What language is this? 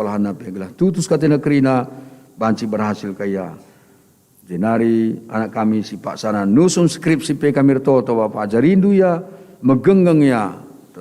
Batak Karo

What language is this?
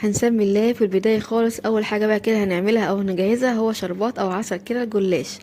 Egyptian Arabic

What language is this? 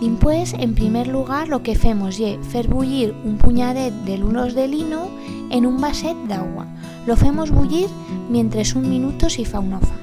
Aragonese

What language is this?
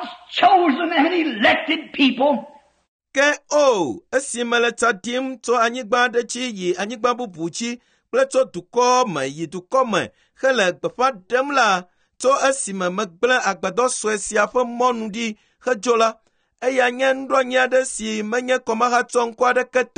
Ewe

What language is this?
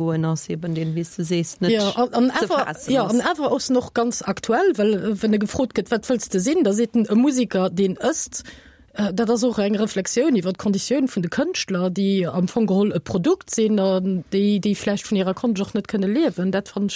Luxembourgish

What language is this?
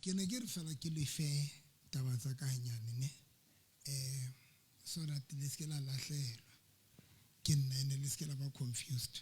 Southern Sotho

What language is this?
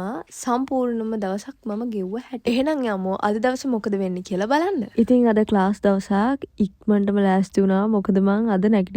Sinhala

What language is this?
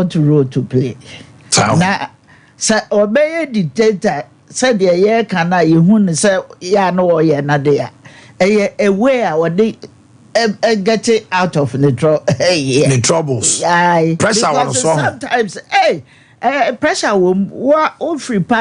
Akan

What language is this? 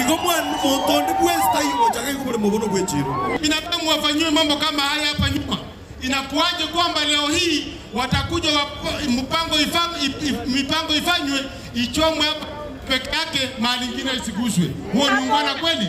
Gusii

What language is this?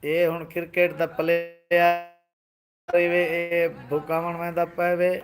Saraiki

